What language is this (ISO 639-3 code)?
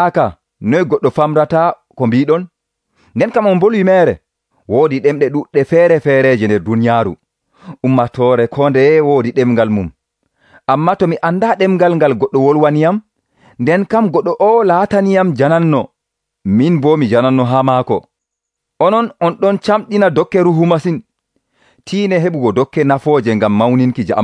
fuv